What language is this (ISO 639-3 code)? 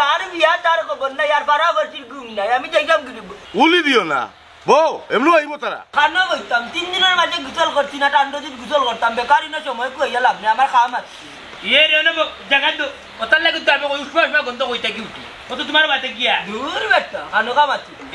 syl